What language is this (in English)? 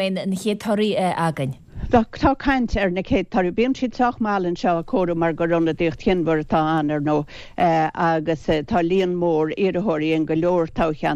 Irish